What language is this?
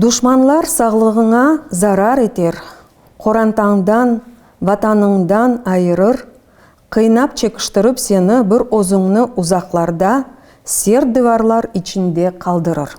Crimean Tatar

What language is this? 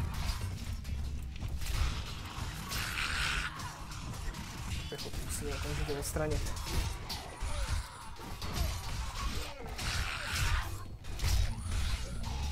Czech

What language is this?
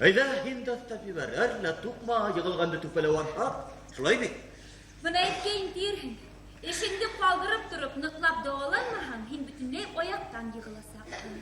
Bashkir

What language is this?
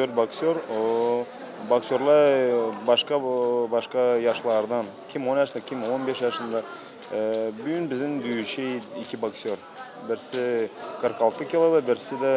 Gagauz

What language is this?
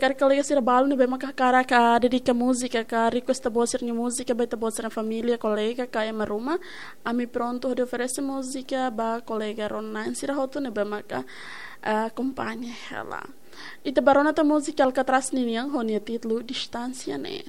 Tetum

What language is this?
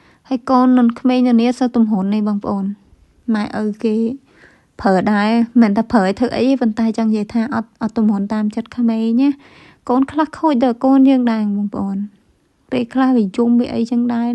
Khmer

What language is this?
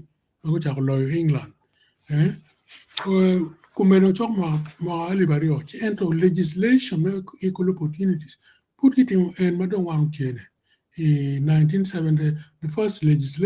Acoli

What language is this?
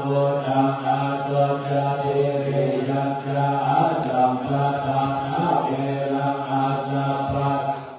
Pali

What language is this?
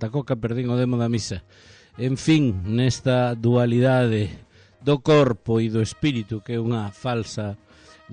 Galician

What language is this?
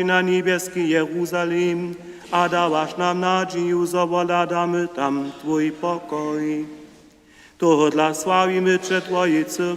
Upper Sorbian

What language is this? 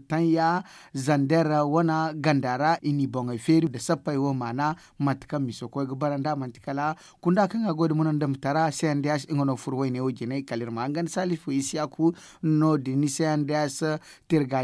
Zarma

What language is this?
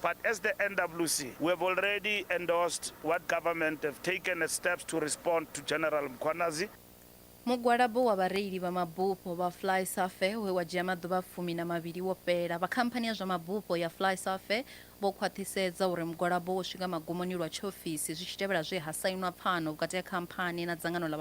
Venda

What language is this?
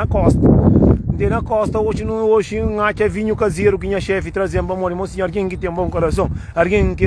Kabuverdianu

